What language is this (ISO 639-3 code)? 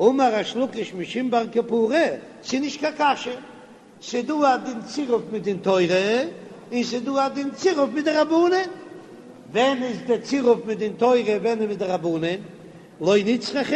yid